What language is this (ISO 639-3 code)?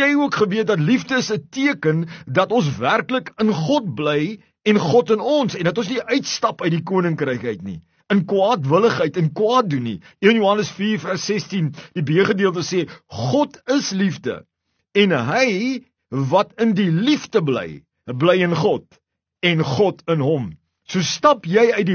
afr